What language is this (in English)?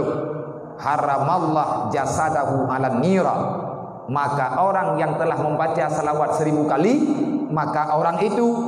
Achinese